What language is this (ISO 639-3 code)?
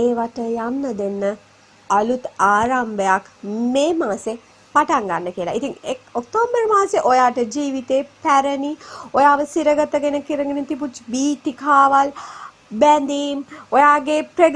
sin